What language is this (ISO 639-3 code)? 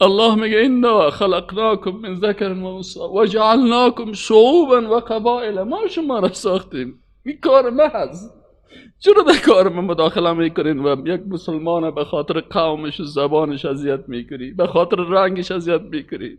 fas